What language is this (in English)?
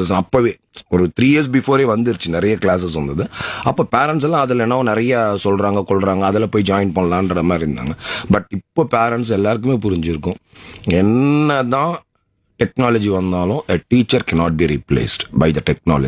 Tamil